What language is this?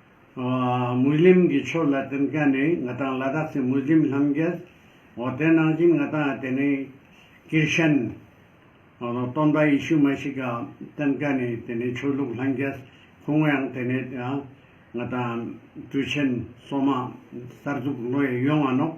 Ladakhi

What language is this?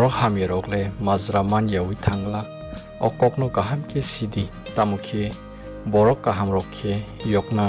Kok Borok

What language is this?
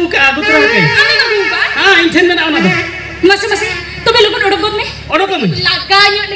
Santali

